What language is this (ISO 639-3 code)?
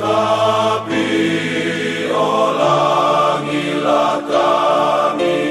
btx